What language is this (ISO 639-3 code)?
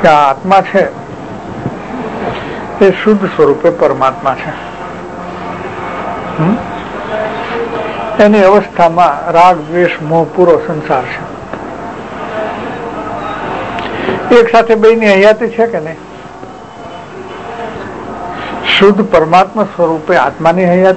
guj